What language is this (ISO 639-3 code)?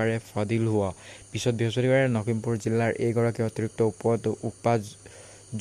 asm